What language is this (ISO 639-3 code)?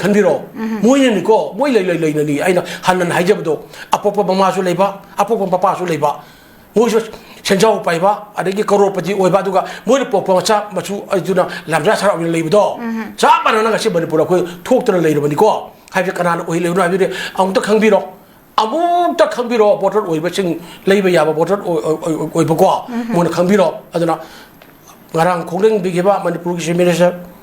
mni